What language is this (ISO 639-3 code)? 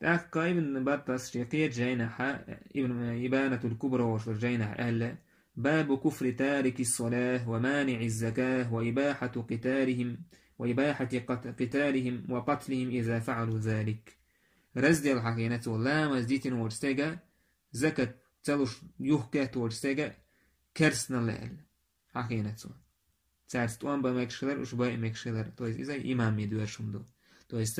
che